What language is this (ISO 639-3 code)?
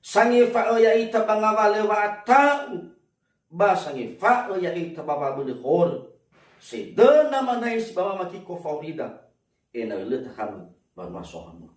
nia